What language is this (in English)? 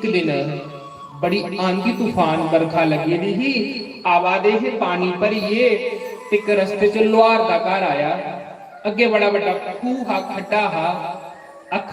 Dogri